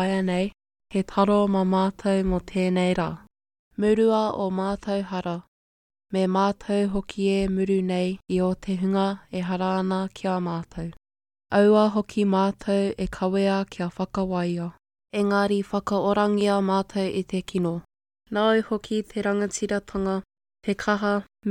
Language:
Māori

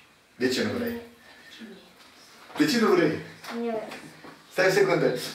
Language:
Romanian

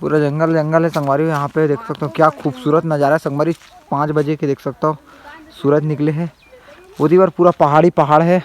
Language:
Chhattisgarhi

